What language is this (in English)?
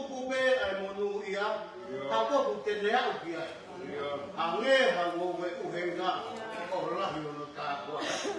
Tongan